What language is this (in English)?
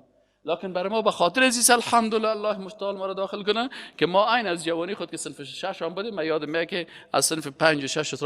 Persian